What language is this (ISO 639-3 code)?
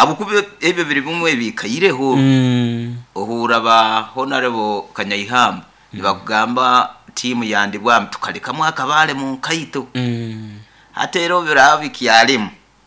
nyo